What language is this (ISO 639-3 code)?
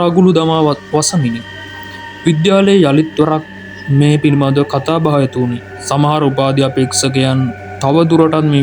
sin